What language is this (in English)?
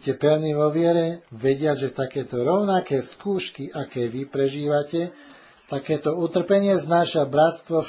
Slovak